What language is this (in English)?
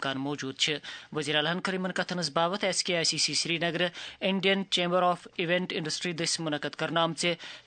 Kashmiri